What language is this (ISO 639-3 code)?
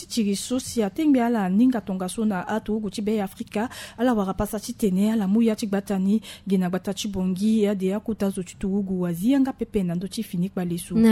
sag